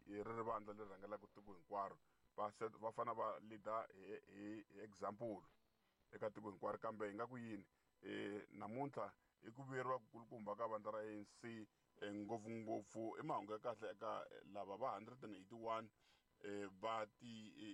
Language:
Tsonga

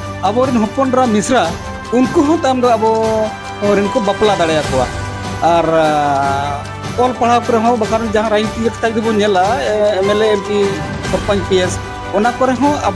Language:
Santali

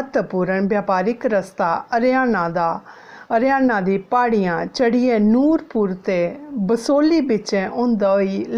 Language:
Dogri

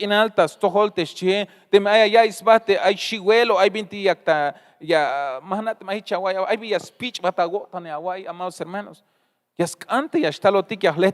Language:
Tzeltal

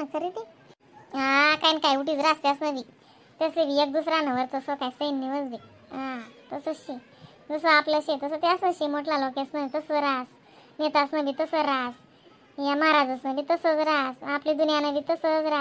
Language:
Khandesi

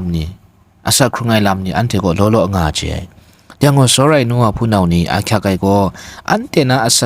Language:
Kachin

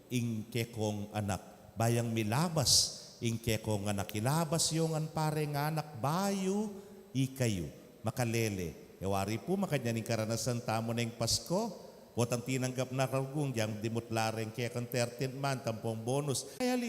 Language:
Pampanga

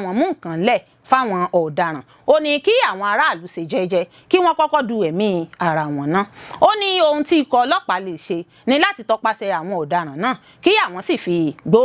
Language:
Yoruba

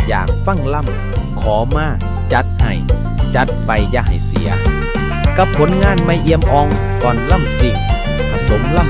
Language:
Northeastern Thai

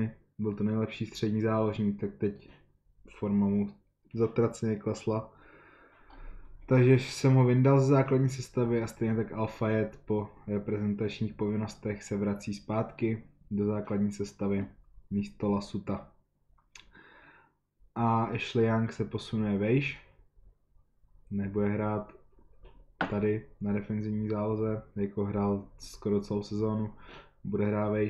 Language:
Czech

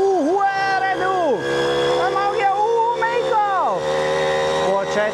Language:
Swiss German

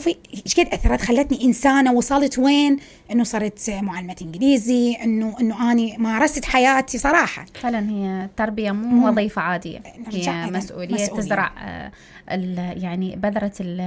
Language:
Mesopotamian Arabic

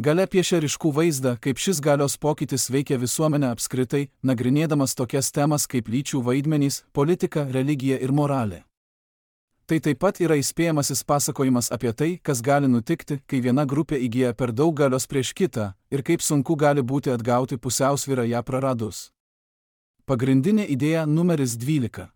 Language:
Lithuanian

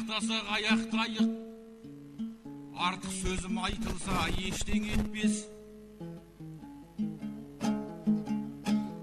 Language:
Kazakh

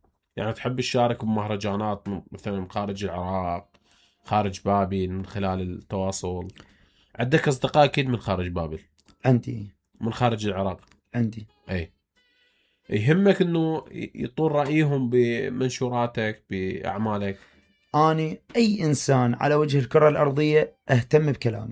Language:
Mesopotamian Arabic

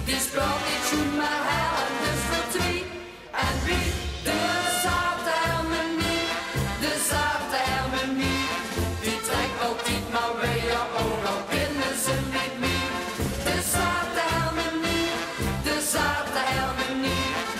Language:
Limburgish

